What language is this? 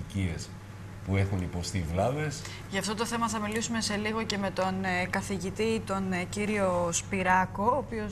Greek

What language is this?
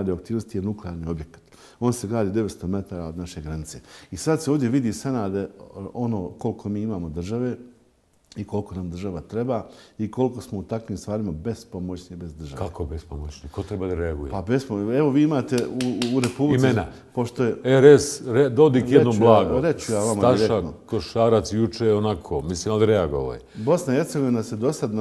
Bosnian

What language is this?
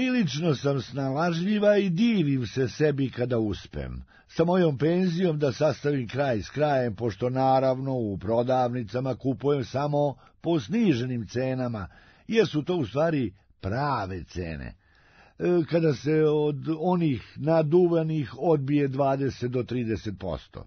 Serbian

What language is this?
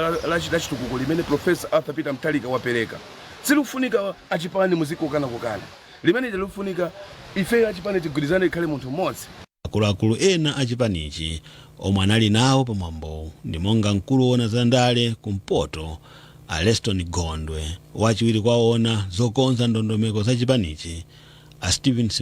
Nyanja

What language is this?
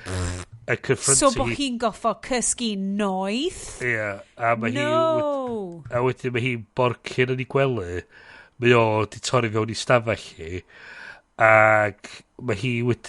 Welsh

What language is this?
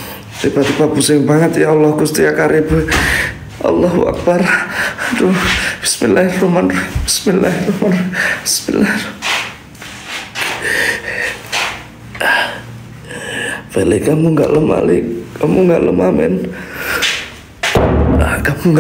Indonesian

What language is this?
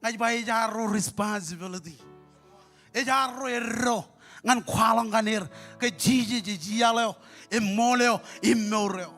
Marshallese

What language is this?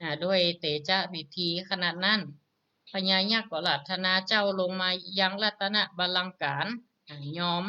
Northern Thai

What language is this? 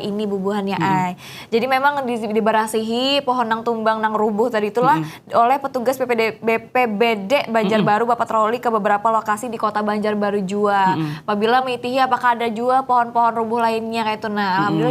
Banjar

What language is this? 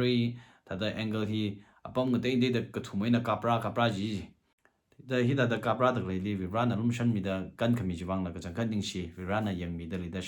Tangkhul Naga (India)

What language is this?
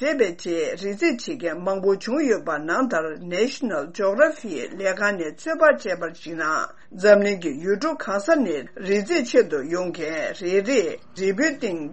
Tibetan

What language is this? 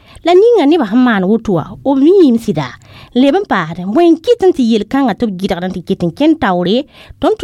Mossi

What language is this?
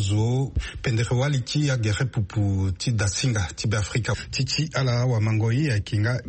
Sango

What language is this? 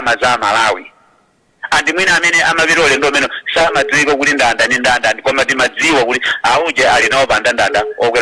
Nyanja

